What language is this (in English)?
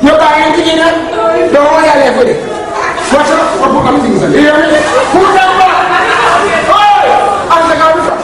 Jamaican Creole English